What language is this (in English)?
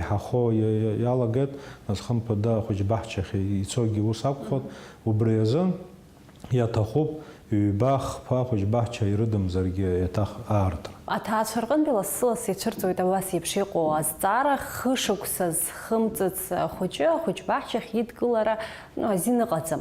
Abkhazian